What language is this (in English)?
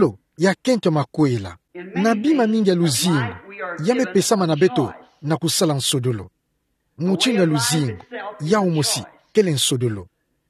Kituba (Democratic Republic of Congo)